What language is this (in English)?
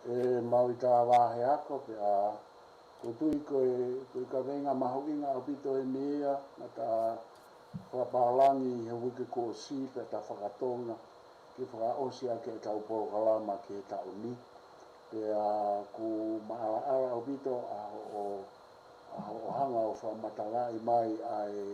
Tongan